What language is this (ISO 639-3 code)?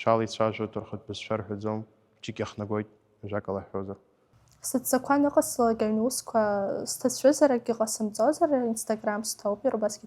abk